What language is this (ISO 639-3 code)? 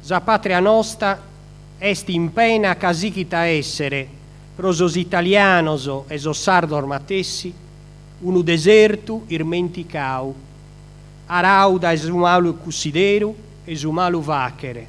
srd